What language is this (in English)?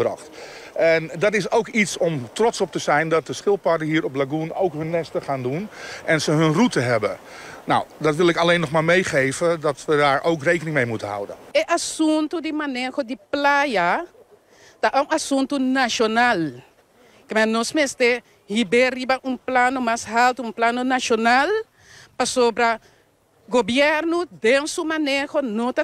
Papiamento